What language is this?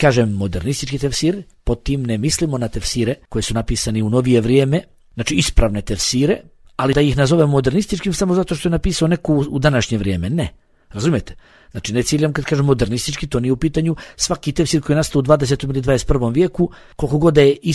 Bosnian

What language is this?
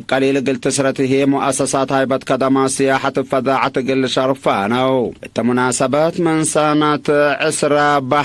Tigre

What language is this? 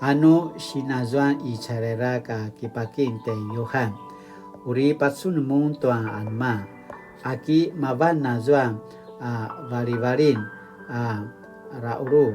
Paiwan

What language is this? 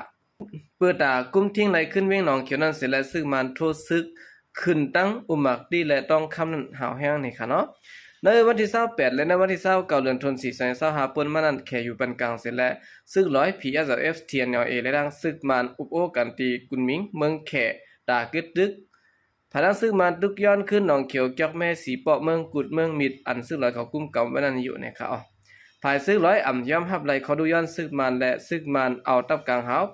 Shan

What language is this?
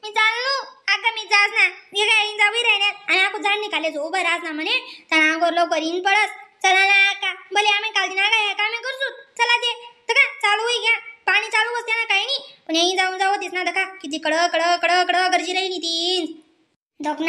Khandesi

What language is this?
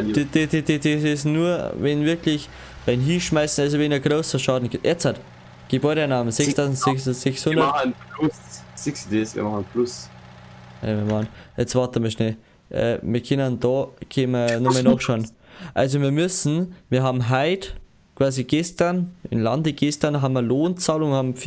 Bavarian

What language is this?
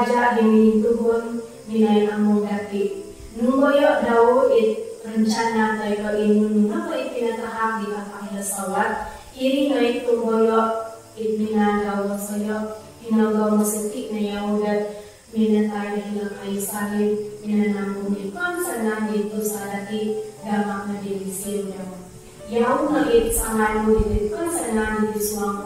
Central Dusun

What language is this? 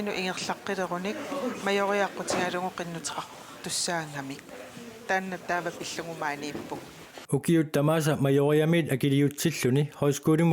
Kalaallisut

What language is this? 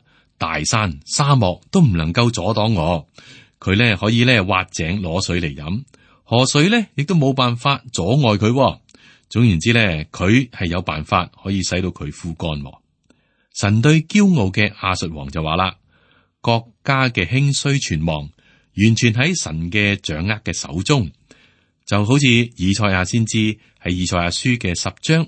Cantonese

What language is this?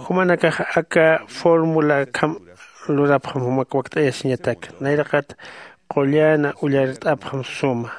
Aymara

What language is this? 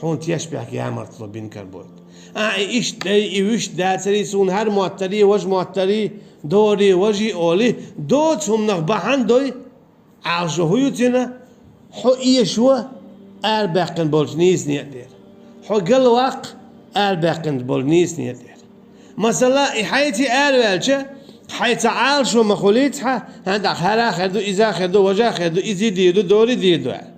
Chechen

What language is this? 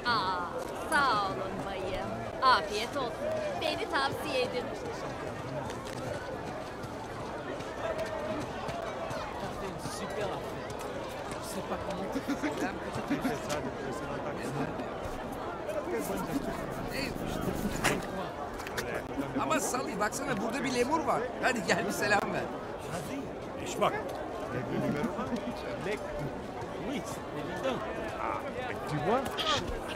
Turkish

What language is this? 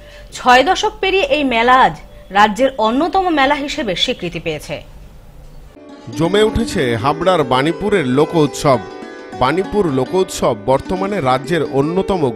Bangla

